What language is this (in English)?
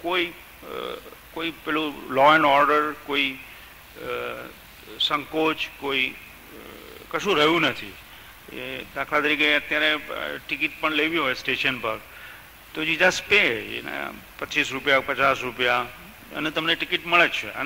Gujarati